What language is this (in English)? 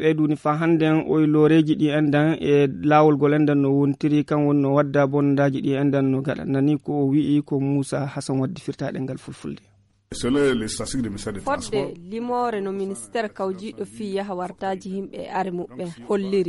Fula